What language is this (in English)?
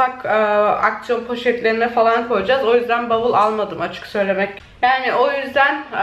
Turkish